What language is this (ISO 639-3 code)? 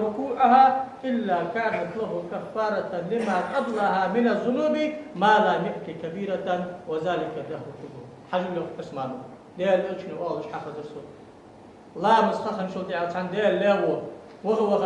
inh